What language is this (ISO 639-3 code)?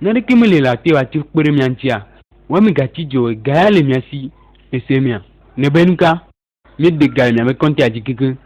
ewe